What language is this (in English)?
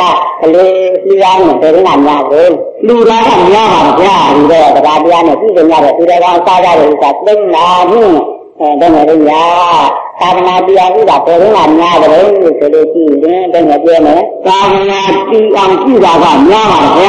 Burmese